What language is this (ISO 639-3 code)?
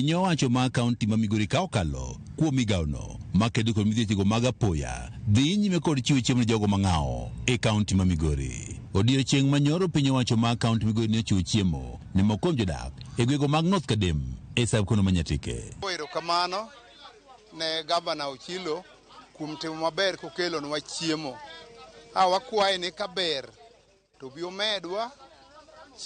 luo